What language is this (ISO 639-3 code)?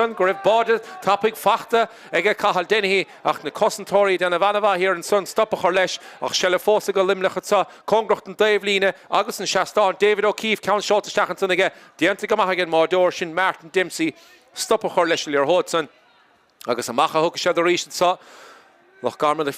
gle